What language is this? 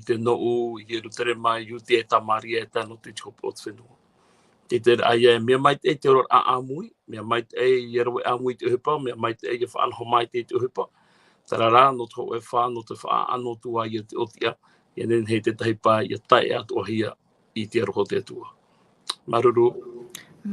Tahitian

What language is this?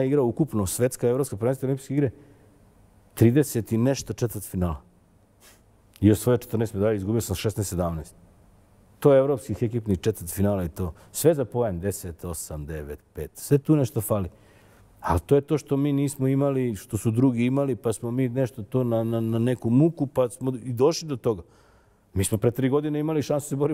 Serbian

